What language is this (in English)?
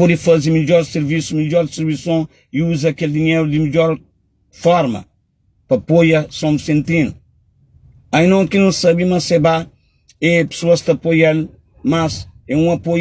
Kabuverdianu